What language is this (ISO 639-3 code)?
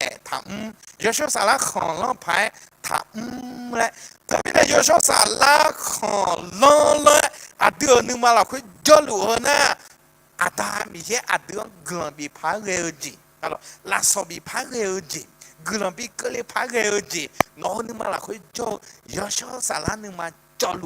ahk